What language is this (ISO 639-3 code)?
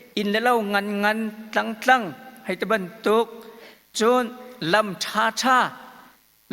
cnh